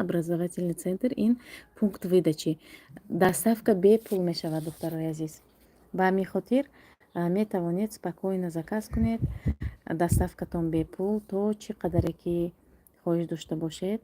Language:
Tajik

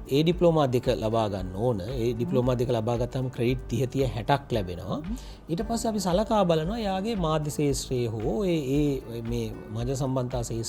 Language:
Sinhala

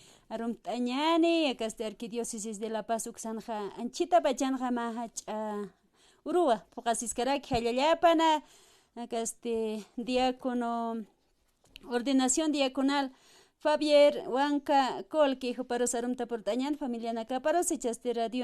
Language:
Aymara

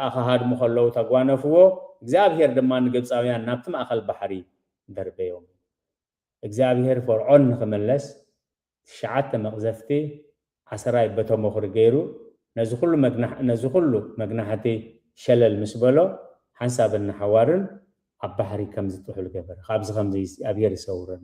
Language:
Tigrinya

